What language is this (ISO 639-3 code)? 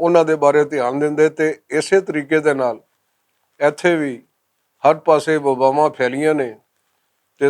lah